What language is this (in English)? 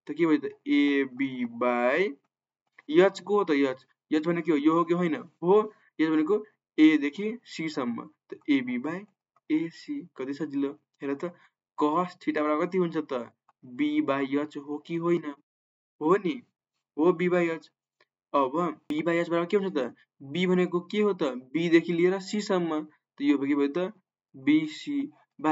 Nepali